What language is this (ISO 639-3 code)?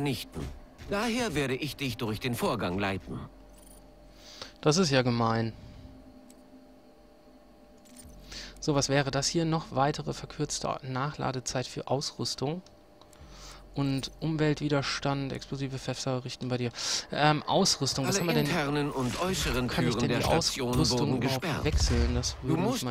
deu